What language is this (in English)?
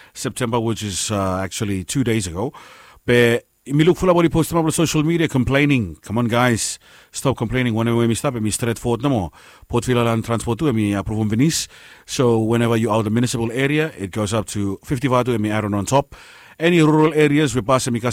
Bislama